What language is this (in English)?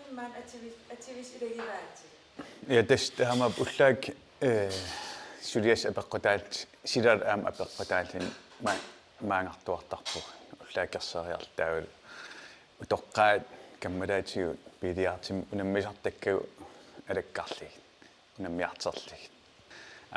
Kalaallisut